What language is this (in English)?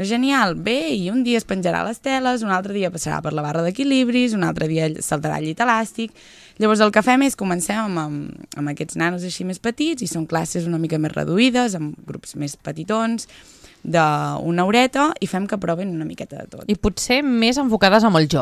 Catalan